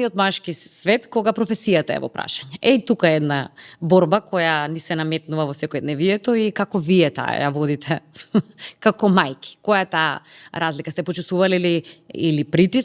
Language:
Macedonian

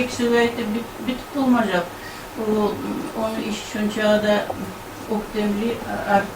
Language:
Kumyk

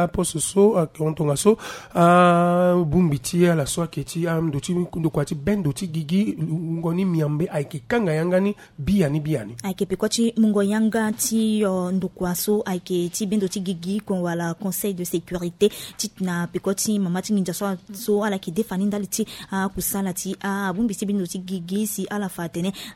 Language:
Sango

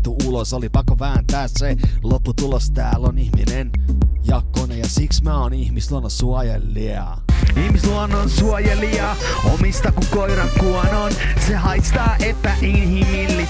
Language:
Finnish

